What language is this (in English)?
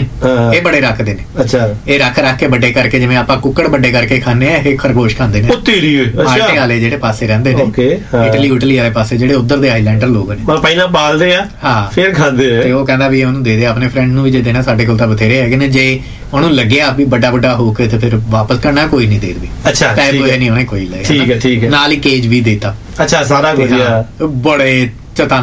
Punjabi